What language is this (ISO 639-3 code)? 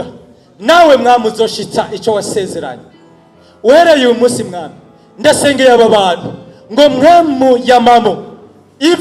run